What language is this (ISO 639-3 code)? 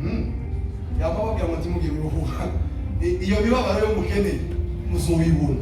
kin